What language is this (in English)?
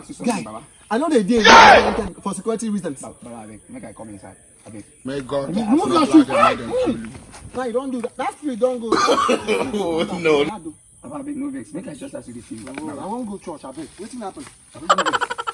Nigerian Pidgin